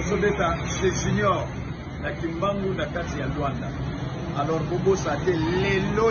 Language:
Lingala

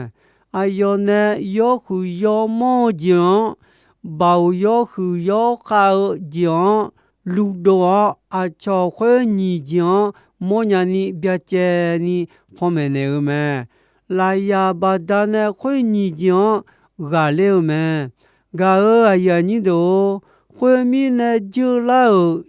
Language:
Akha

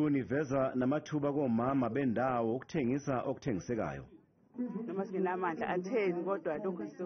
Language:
Zulu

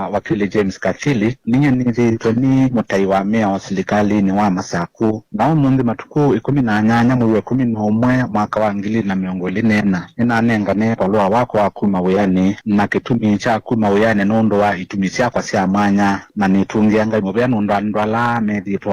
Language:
Kamba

